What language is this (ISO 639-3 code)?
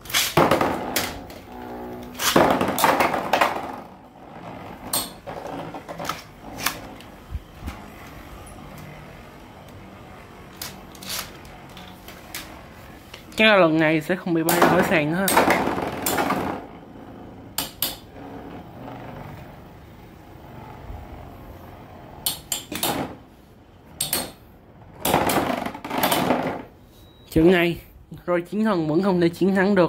vie